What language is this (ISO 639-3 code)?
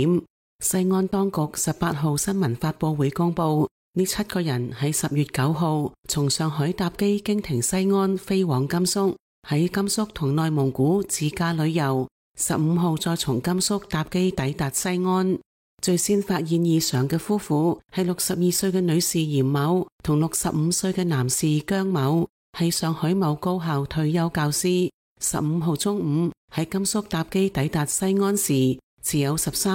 yue